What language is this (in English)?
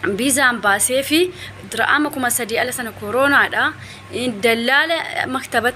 Oromo